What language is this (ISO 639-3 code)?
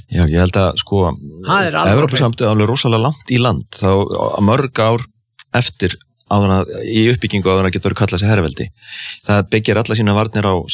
isl